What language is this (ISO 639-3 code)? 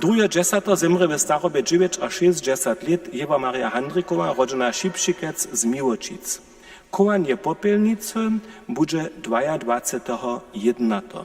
hsb